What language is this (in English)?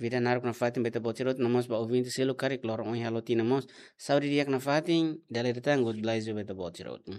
Tetum